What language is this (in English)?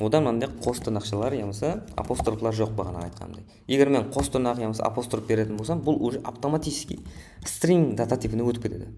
Kara-Kalpak